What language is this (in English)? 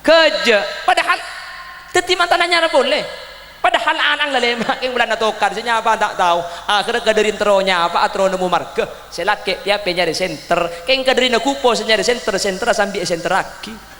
Madurese